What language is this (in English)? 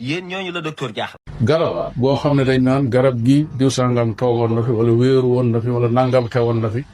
Wolof